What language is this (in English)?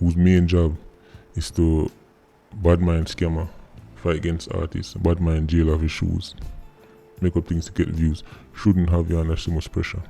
Jamaican Creole English